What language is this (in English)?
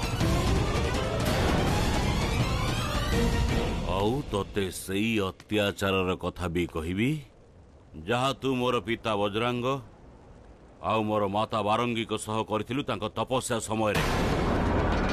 Odia